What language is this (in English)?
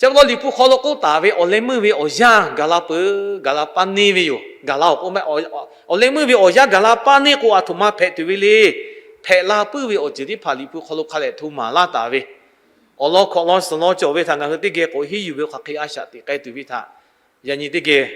Lahu